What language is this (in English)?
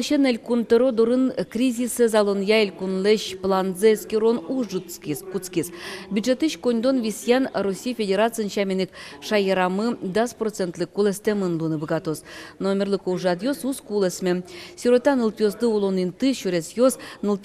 Udmurt